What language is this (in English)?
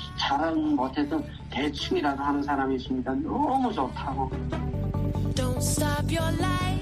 Korean